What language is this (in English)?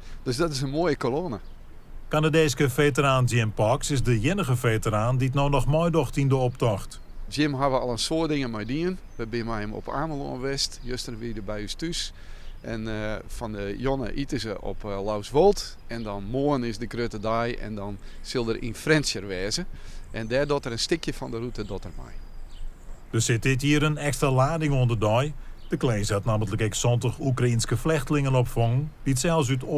Western Frisian